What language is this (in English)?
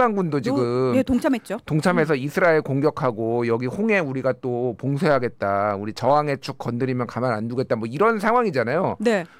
Korean